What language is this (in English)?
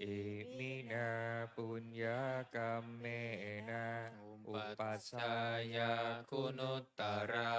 Pali